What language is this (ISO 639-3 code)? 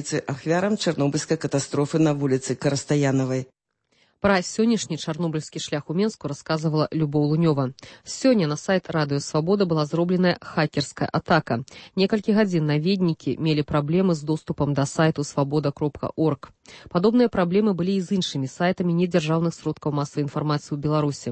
bel